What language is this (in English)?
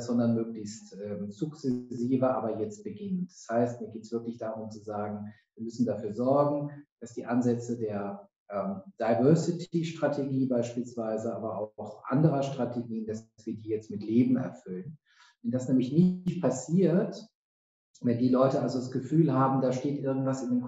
German